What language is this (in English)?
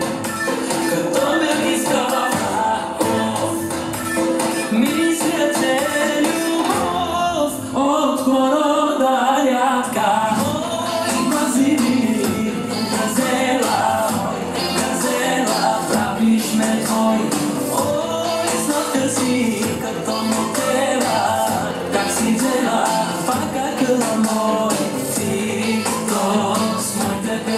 Bulgarian